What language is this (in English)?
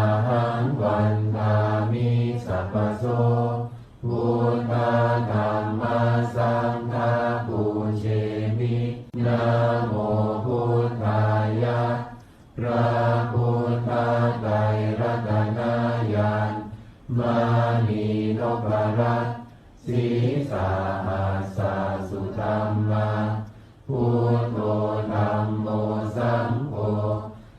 Pali